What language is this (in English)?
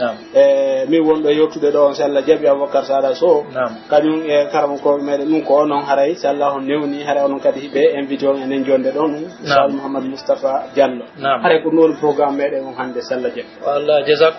Pular